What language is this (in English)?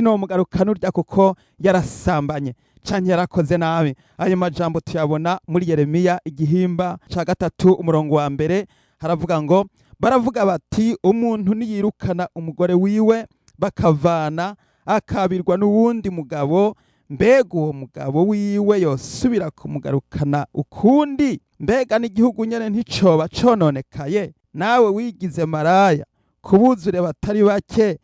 Rundi